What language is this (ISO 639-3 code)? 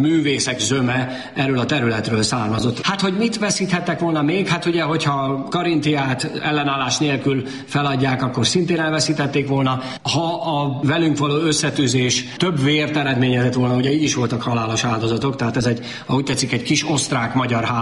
hun